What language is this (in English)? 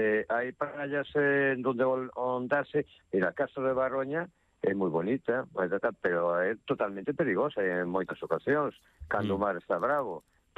Galician